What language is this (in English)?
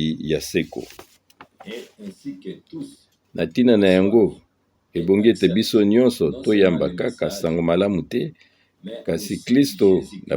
Lingala